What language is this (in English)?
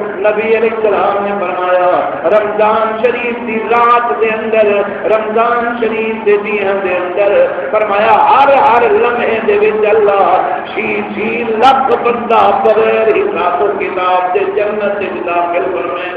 Saraiki